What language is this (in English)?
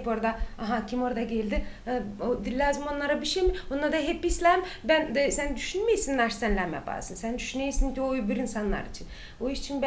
Gagauz